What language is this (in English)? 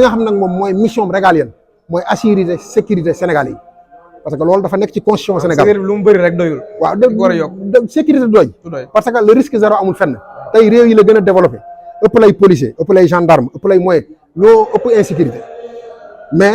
Wolof